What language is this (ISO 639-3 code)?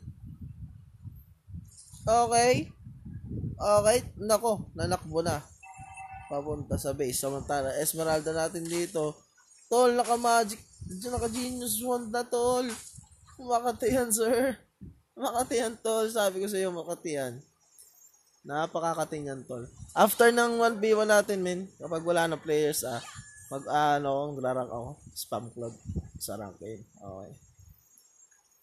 fil